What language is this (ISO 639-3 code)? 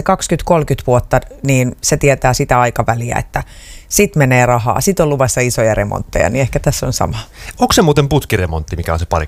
fin